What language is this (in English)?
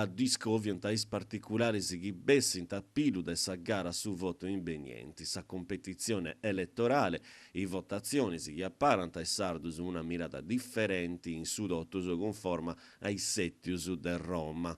Sardinian